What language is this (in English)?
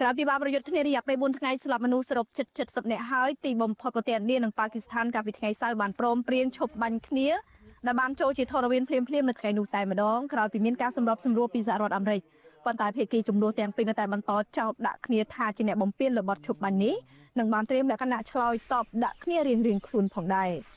Khmer